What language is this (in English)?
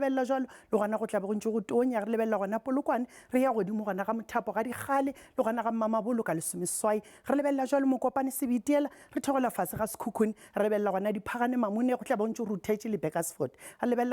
Northern Sotho